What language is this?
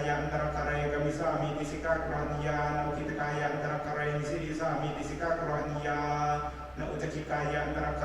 Pali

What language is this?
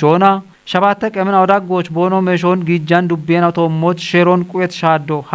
Kafa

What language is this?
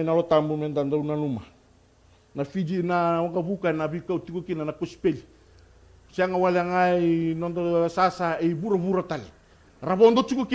Fijian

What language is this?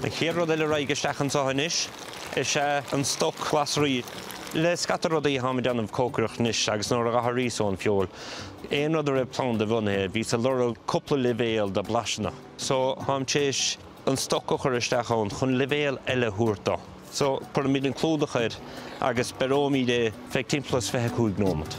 Irish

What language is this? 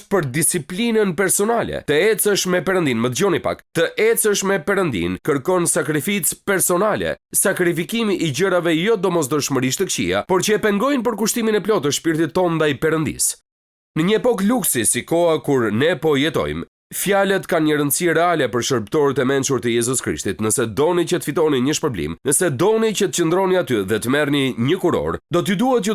Albanian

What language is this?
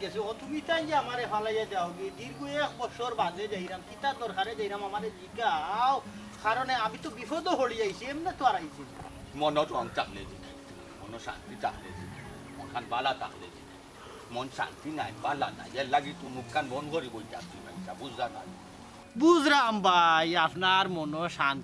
Sylheti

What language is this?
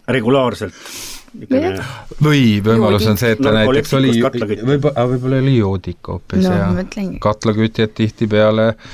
Estonian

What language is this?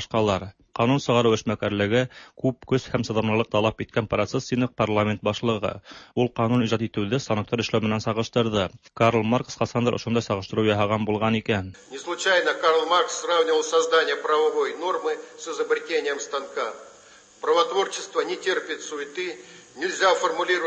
Tatar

